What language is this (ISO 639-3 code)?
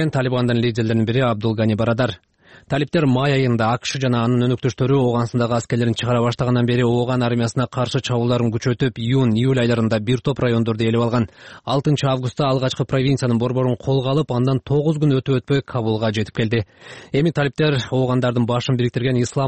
kir